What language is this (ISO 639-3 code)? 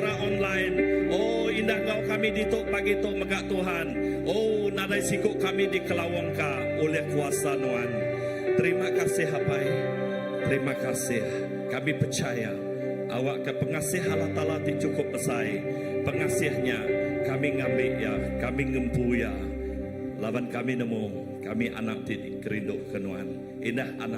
iba